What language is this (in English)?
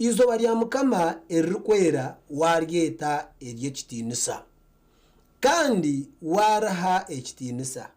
Nyankole